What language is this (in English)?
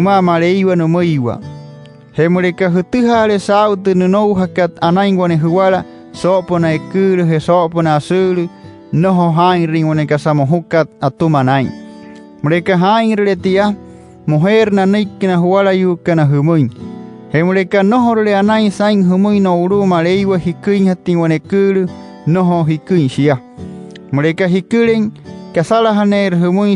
Wayuu